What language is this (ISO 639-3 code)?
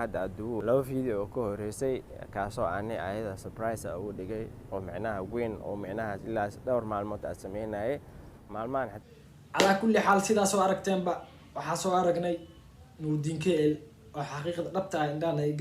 som